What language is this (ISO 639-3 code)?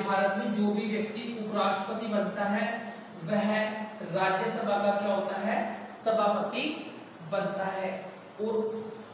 hin